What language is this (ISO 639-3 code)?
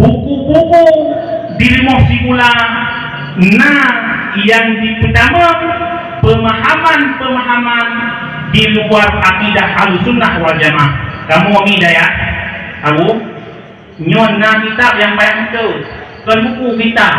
ace